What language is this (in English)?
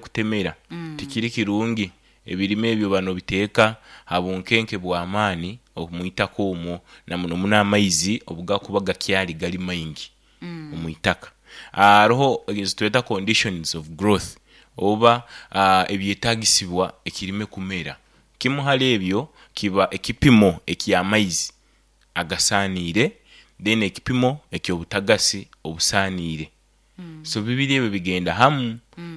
Nyoro